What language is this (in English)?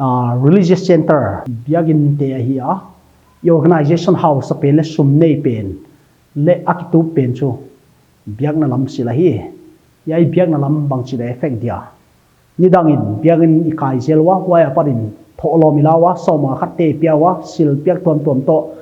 Paite Chin